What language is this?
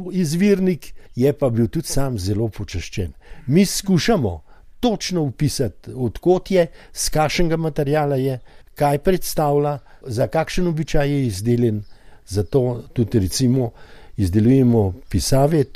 Slovenian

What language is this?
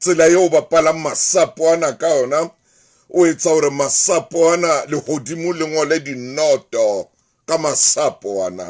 Southern Sotho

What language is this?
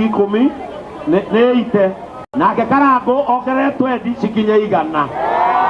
Kikuyu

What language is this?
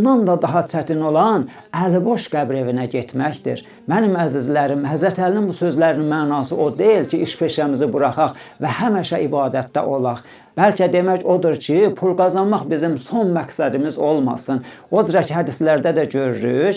Azerbaijani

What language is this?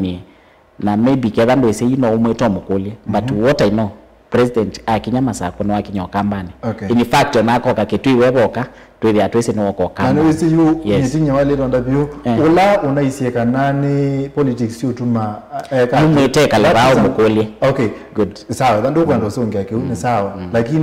Kamba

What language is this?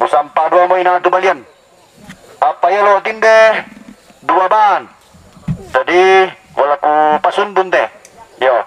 Toraja-Sa'dan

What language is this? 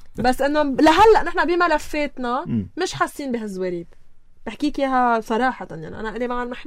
North Levantine Arabic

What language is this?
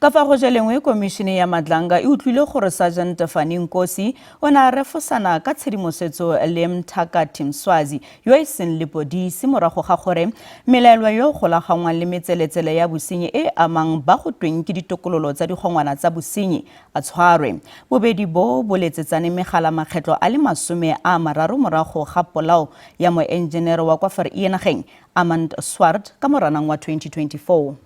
Tswana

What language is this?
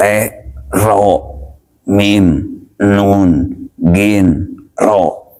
Sundanese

